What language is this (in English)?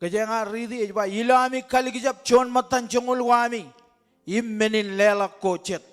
Marshallese